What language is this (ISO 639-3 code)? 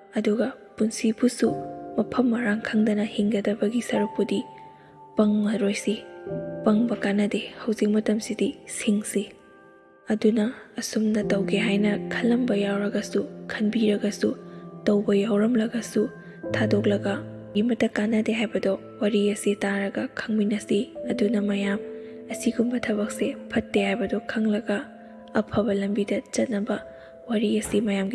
mni